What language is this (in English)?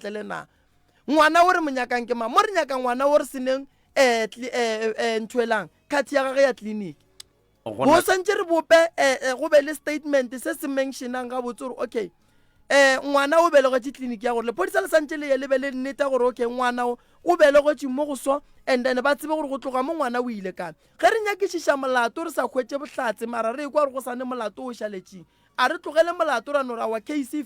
Northern Sotho